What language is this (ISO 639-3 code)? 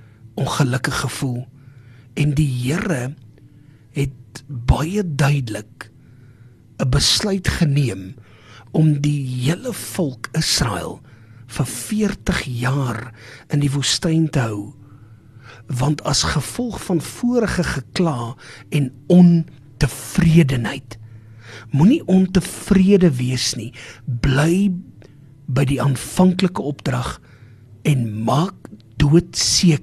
afr